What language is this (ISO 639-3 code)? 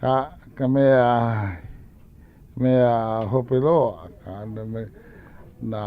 haw